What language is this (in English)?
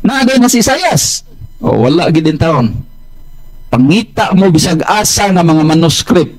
Cebuano